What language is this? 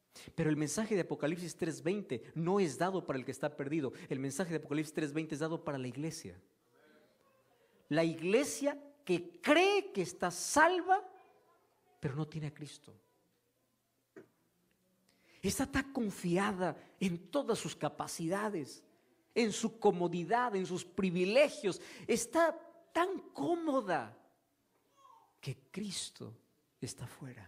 Spanish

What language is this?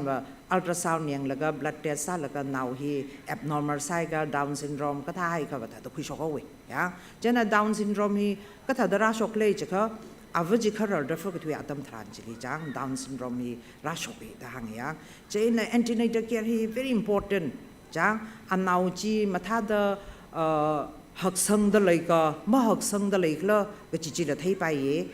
Tangkhul Naga (India)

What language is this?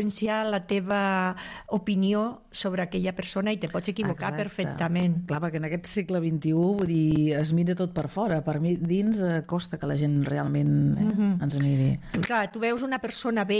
Catalan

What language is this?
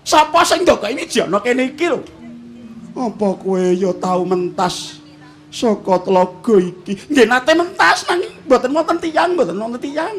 Javanese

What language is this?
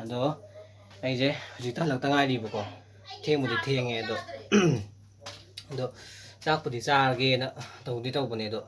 Manipuri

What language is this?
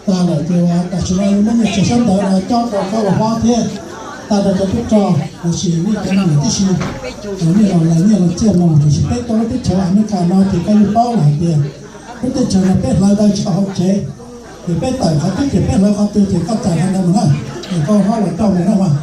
Hmong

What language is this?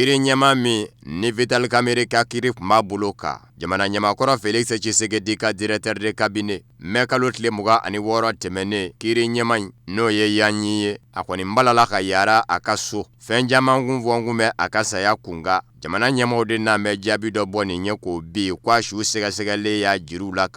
Bambara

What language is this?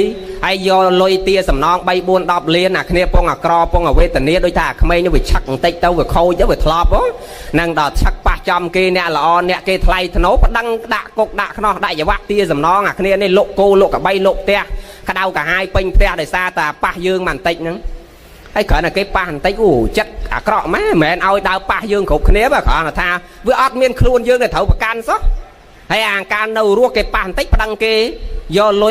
Khmer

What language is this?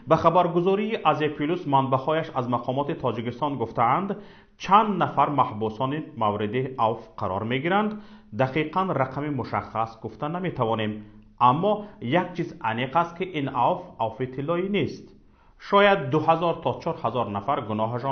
Tajik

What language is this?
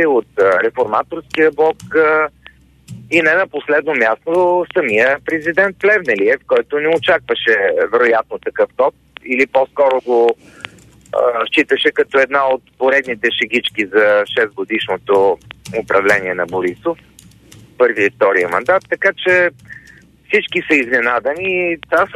Bulgarian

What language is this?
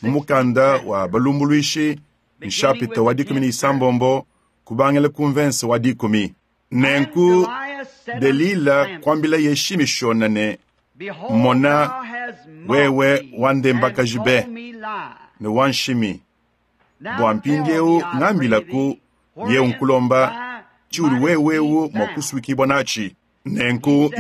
Luba-Lulua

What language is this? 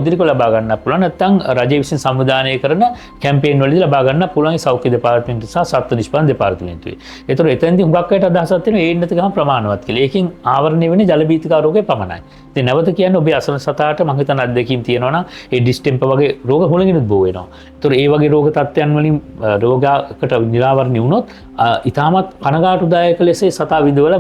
Sinhala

